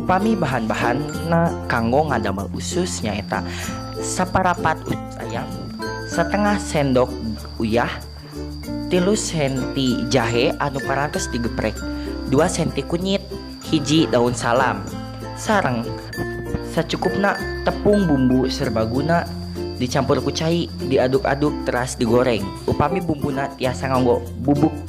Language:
Sundanese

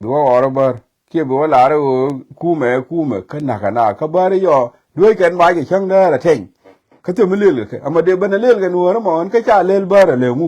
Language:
Nuer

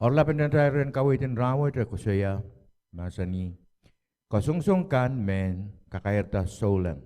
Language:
Pohnpeian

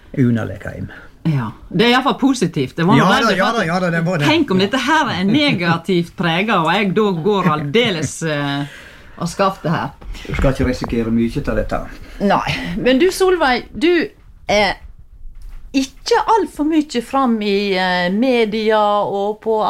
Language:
Norwegian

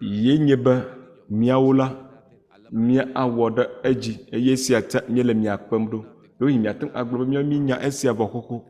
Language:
Ewe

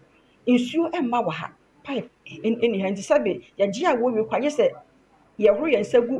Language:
Akan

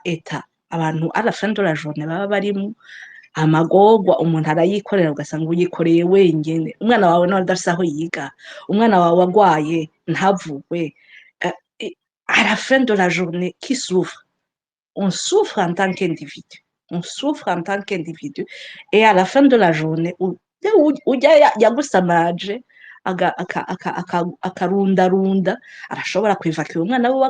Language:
Rundi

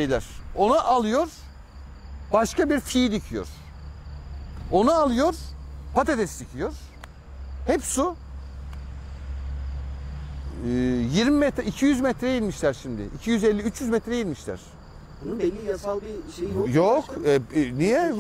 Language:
Turkish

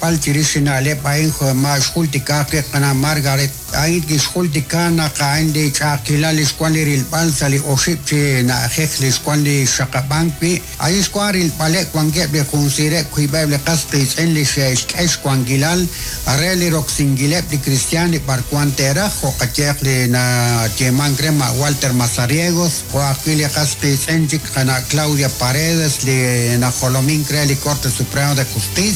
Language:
Kekchí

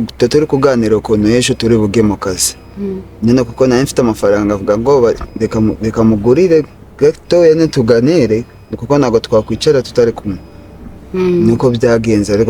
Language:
Kinyarwanda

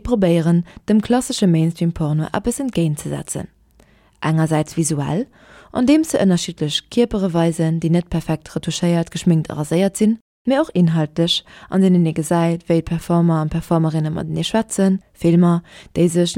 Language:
Luxembourgish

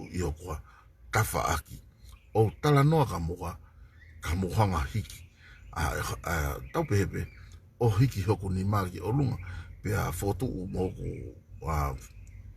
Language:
Tongan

